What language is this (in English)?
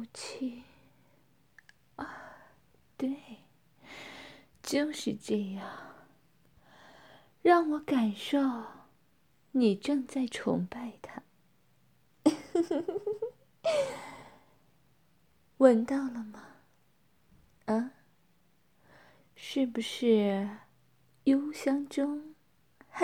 Chinese